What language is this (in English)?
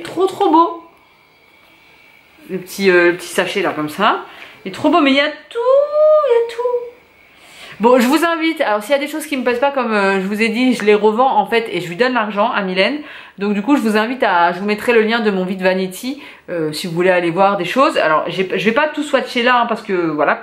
French